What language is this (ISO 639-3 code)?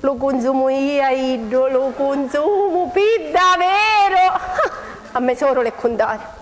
scn